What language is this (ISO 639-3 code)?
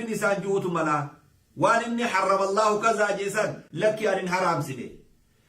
orm